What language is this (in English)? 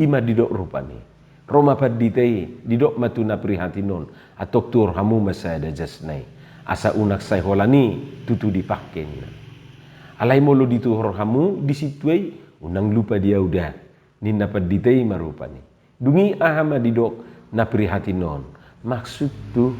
Batak Toba